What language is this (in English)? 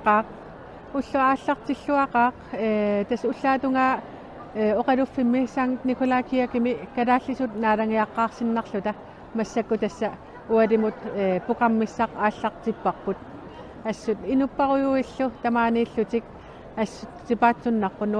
Kalaallisut